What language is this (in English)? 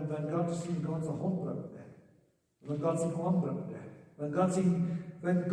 Plautdietsch